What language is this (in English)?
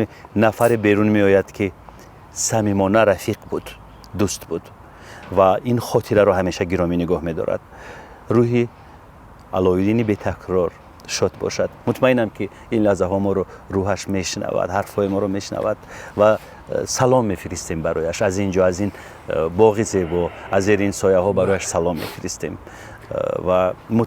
Tajik